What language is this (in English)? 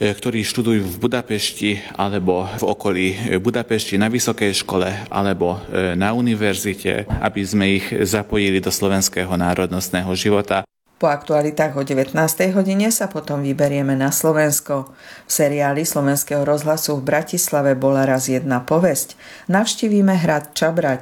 Slovak